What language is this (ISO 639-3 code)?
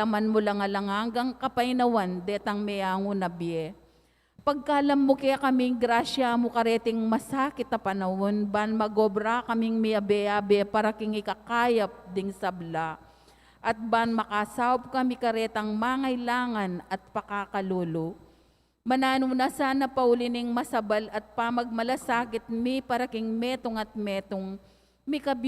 pam